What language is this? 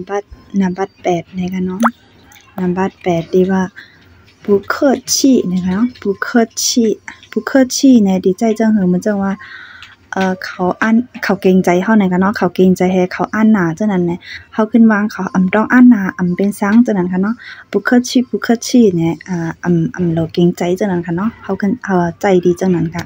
Shan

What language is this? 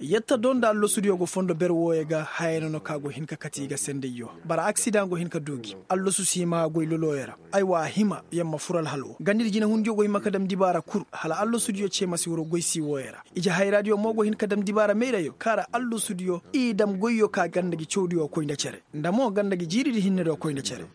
Koyraboro Senni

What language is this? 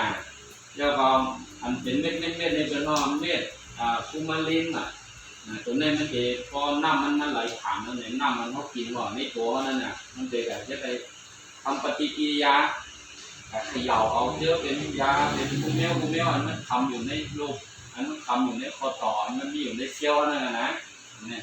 Shan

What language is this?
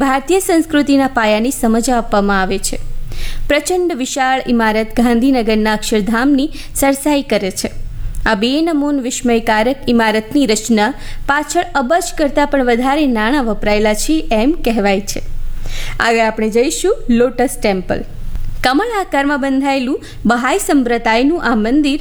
Gujarati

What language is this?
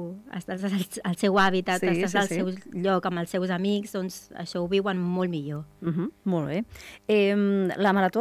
Catalan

